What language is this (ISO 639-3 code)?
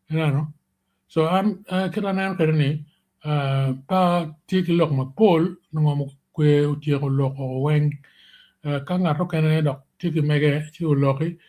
ach